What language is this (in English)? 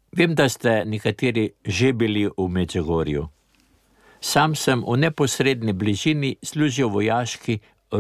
Slovenian